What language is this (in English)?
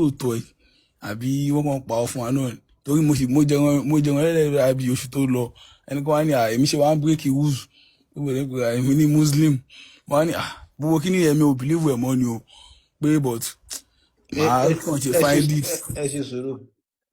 Yoruba